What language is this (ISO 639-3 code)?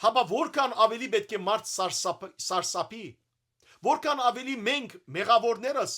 hyw